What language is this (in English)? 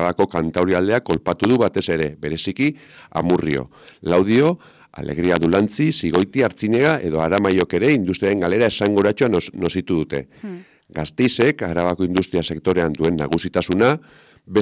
Basque